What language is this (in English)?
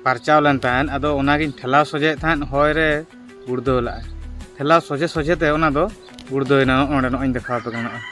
Santali